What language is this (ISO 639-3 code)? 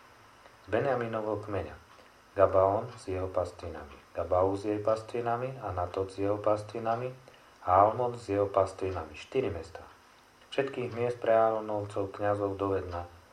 slk